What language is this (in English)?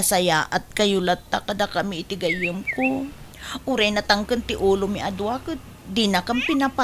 Iloko